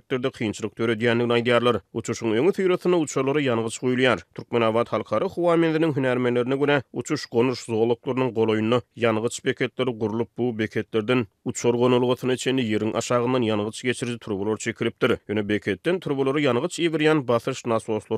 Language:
Turkmen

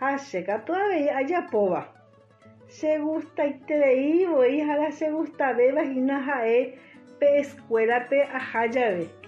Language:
Guarani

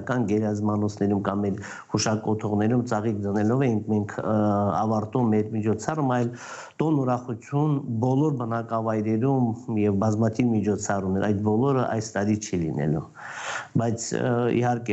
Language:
Armenian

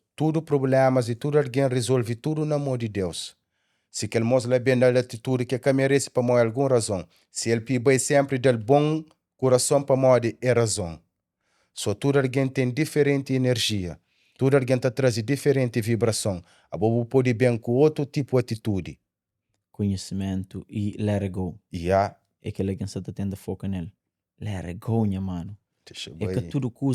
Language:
Kabuverdianu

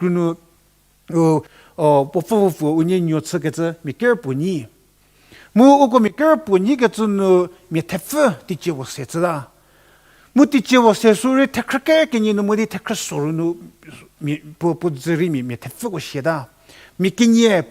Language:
Angami Naga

